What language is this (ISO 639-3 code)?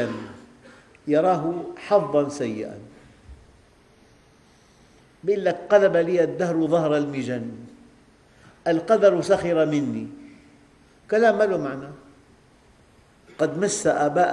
ara